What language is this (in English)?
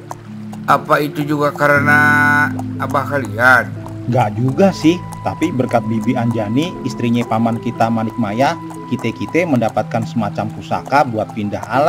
Betawi